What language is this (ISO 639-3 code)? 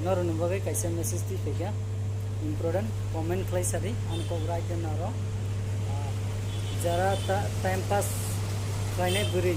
trp